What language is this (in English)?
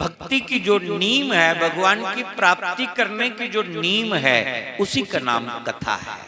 Dogri